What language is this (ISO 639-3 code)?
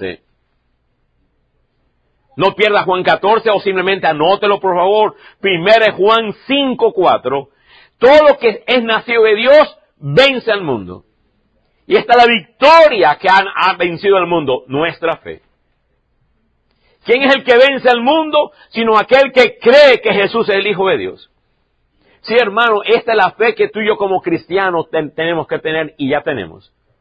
spa